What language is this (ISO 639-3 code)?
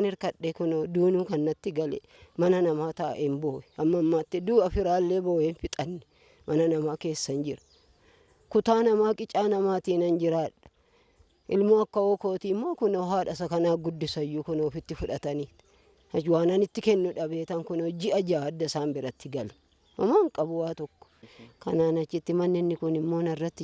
orm